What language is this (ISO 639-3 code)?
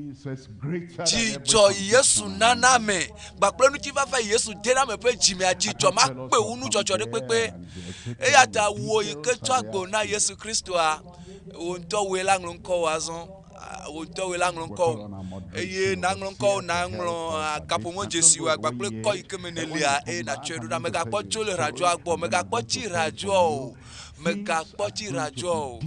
ewe